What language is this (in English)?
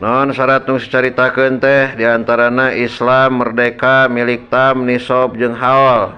Sundanese